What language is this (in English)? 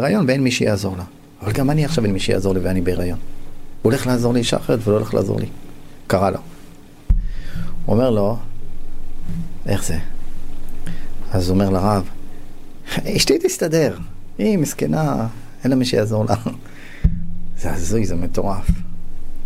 Hebrew